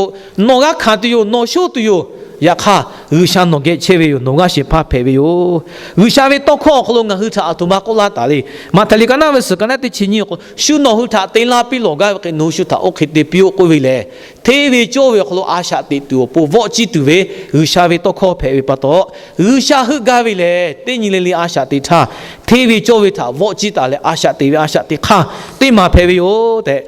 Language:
Lahu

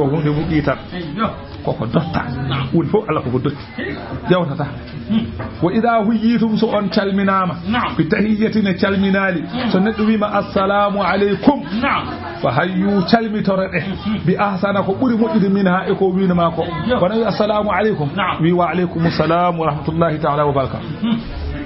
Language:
Fula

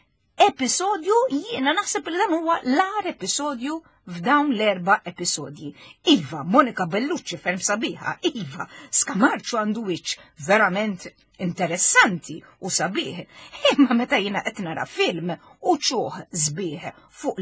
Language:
Maltese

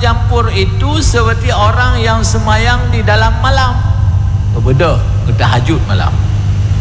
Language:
Malay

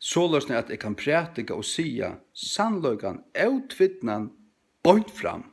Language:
Faroese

